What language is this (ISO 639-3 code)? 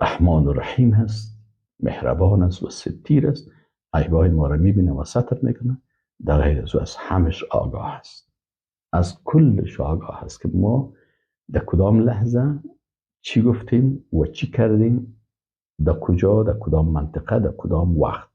fas